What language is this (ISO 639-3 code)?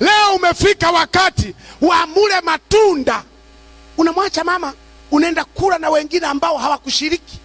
swa